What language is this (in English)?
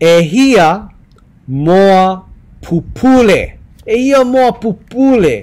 Hawaiian